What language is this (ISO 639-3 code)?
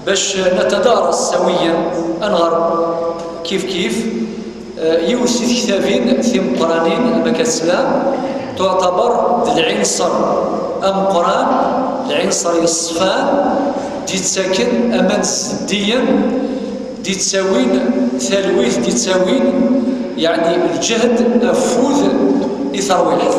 kab